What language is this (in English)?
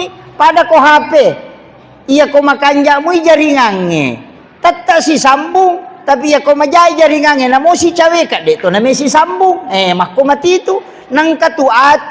Buginese